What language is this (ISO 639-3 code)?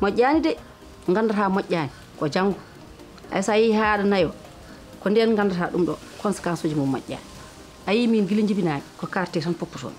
ful